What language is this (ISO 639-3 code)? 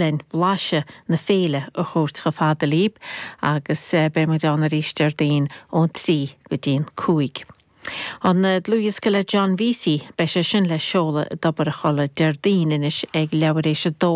gle